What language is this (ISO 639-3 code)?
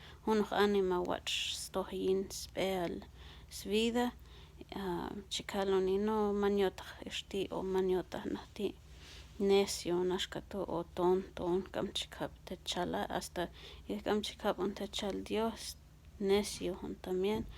kjb